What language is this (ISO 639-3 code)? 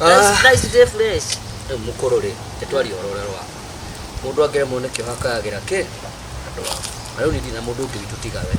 kik